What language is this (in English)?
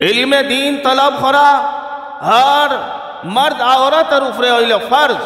Sylheti